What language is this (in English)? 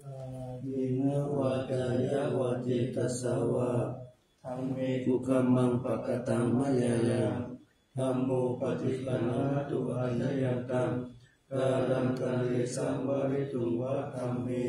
Pali